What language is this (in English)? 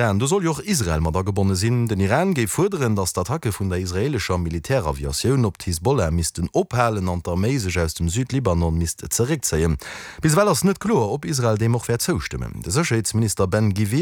Luxembourgish